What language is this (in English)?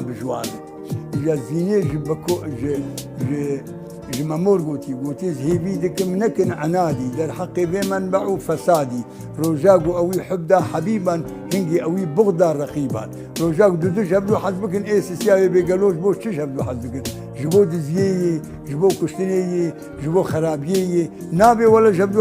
Kurdish